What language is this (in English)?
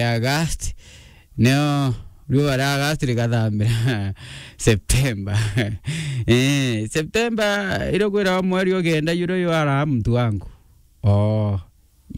Meru